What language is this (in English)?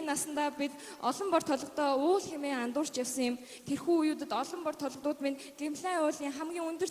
Mongolian